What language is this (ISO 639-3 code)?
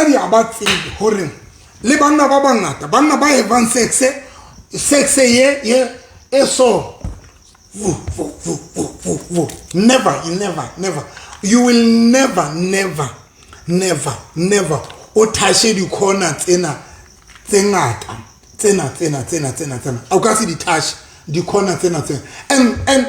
sot